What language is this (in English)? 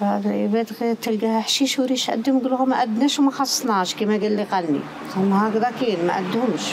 Algerian Arabic